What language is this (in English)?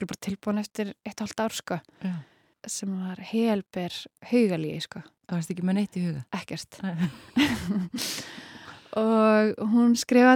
Icelandic